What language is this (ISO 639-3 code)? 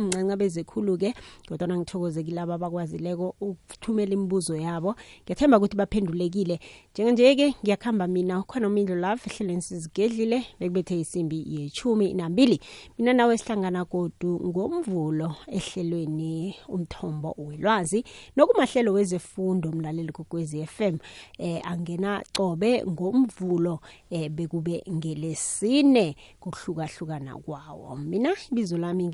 nbl